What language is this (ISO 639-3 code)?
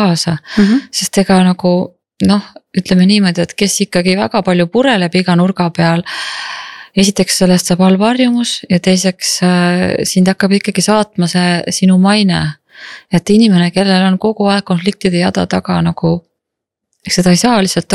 est